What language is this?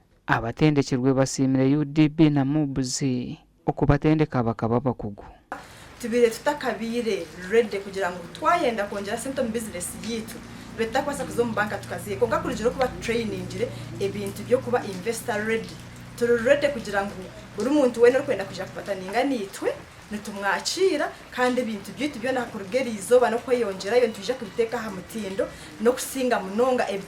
Nyankole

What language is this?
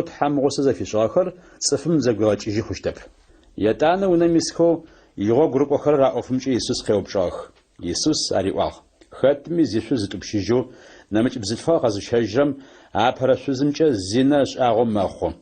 Adyghe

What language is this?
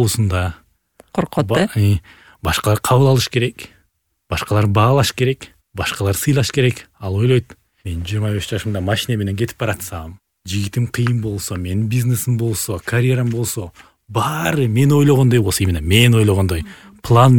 Kyrgyz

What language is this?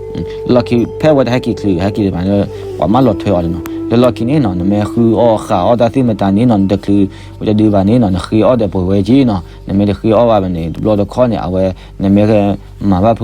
S'gaw Karen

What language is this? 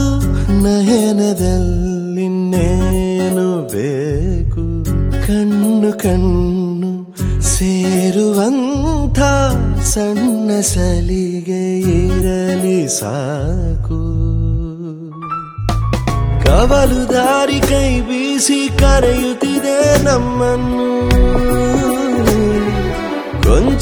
Kannada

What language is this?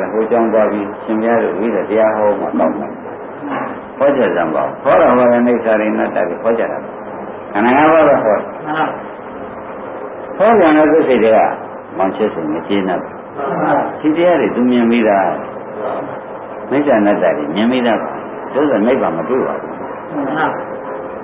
Burmese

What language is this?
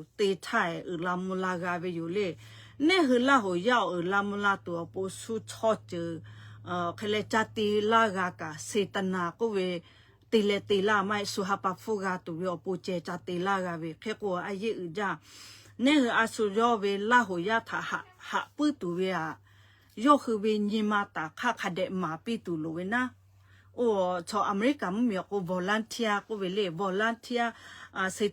Lahu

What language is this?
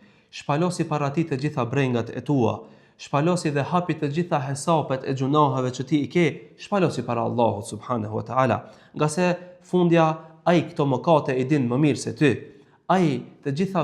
Albanian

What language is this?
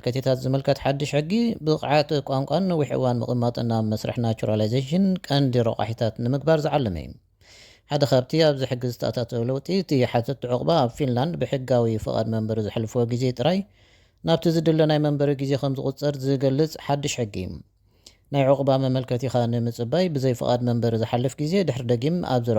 Tigrinya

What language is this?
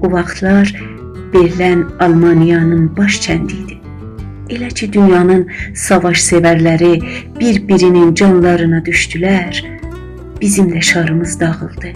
South Azerbaijani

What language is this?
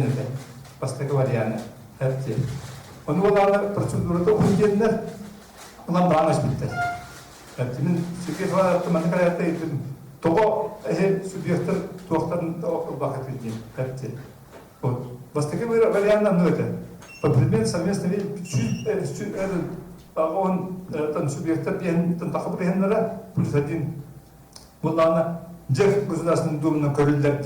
Yakut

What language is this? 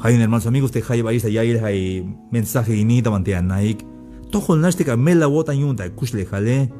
Tzeltal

